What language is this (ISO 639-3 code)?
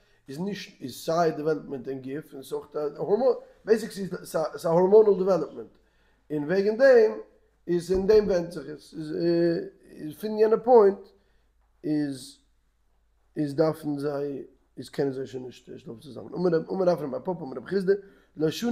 yid